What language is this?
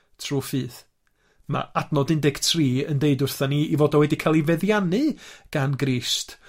Welsh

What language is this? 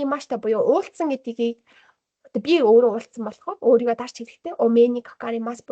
Mongolian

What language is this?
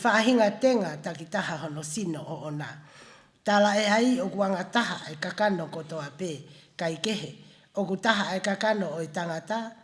Tongan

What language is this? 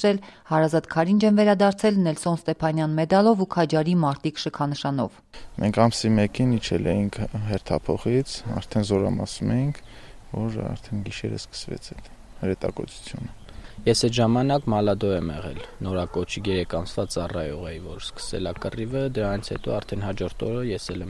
Armenian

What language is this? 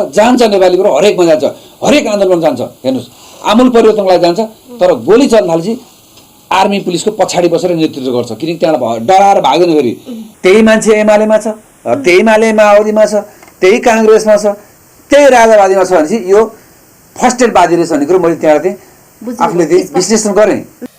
Nepali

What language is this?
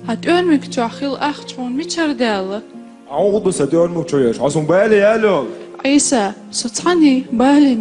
Chechen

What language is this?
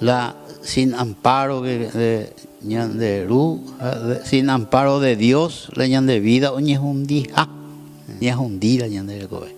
Guarani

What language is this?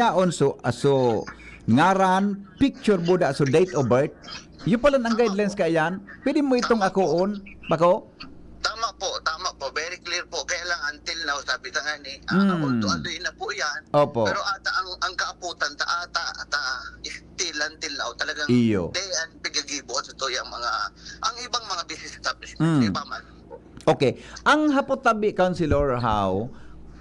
Bikol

